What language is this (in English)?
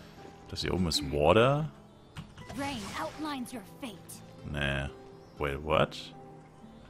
German